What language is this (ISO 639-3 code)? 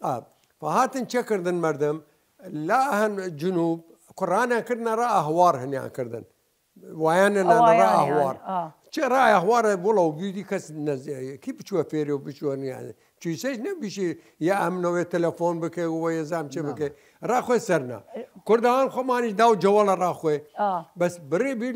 sdh